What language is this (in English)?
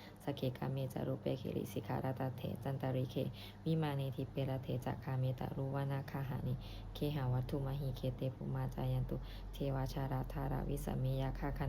Pali